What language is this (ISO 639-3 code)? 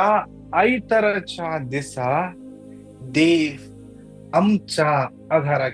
kok